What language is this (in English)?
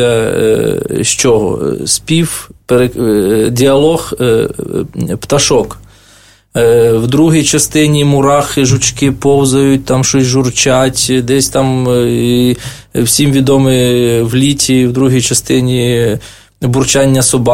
Ukrainian